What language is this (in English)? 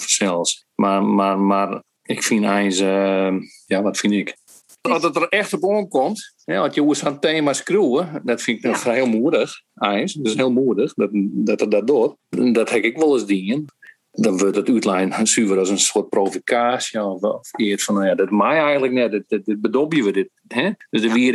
Western Frisian